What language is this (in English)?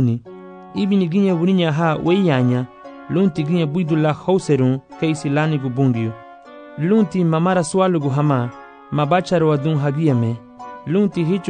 Garifuna